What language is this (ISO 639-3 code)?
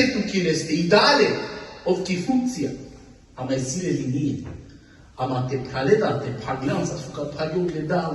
rmn